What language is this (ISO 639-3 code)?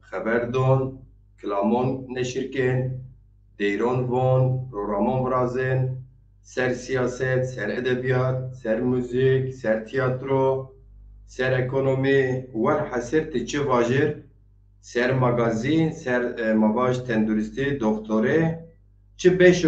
zza